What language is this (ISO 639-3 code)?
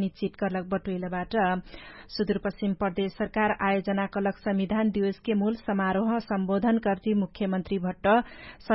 thl